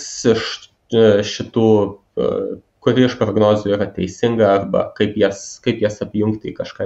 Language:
Lithuanian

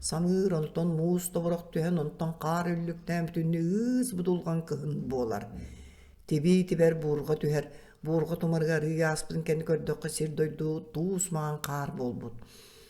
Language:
Yakut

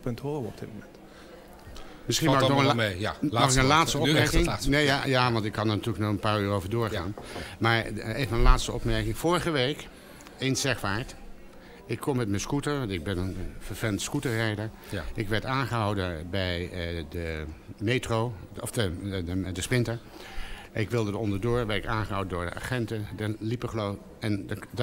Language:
Dutch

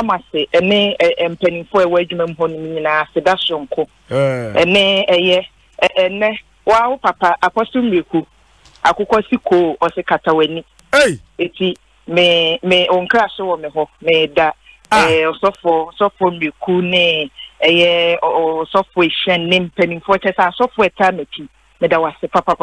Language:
Akan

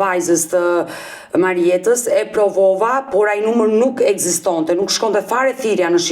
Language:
Albanian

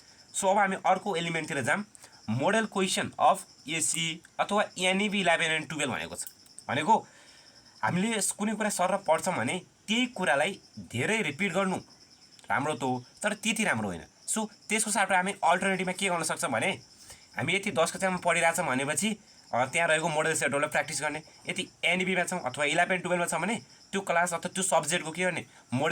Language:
Nepali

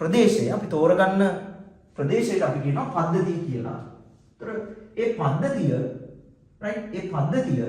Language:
Sinhala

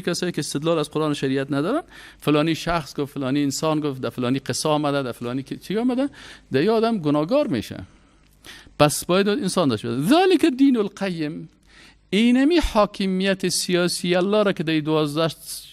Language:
Persian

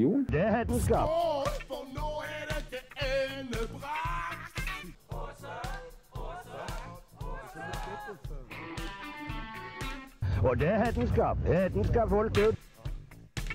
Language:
Norwegian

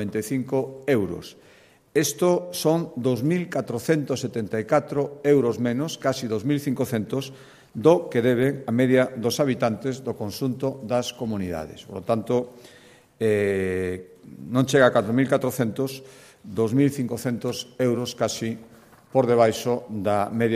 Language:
Galician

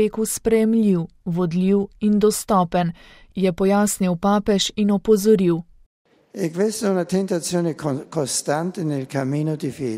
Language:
Slovenian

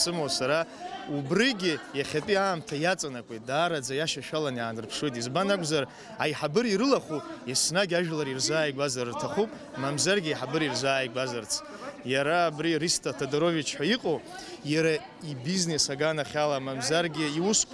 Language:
Abkhazian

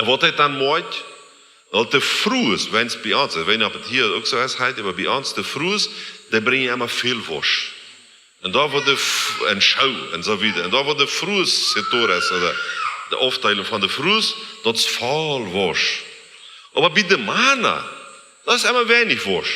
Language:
Plautdietsch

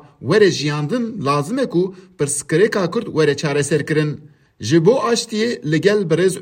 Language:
Kurdish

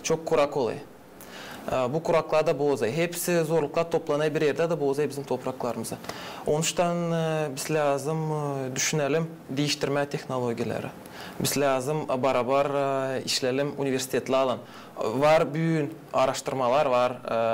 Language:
Gagauz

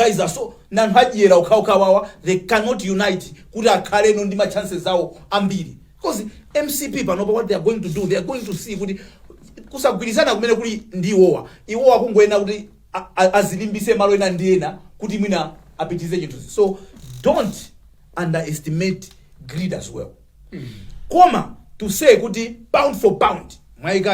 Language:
Nyanja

